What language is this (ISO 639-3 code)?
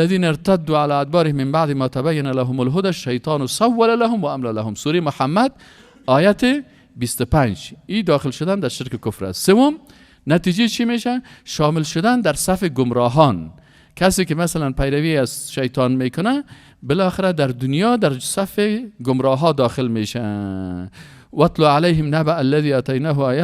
fas